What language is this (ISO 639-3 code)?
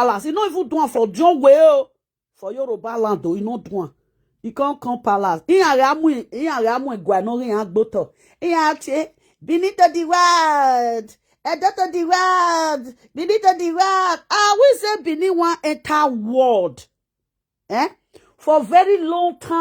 pcm